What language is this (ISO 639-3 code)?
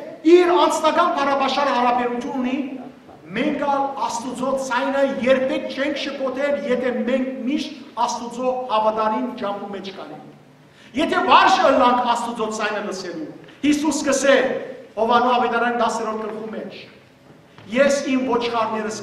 hyw